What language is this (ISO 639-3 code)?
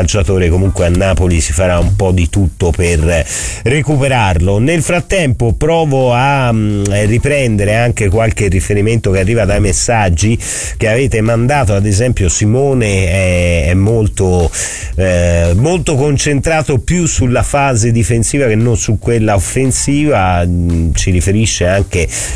ita